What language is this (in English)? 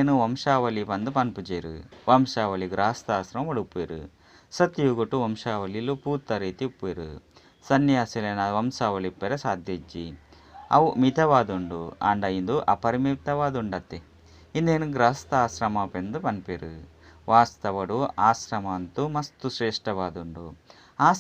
Tulu